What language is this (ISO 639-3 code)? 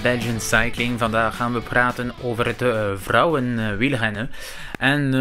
nld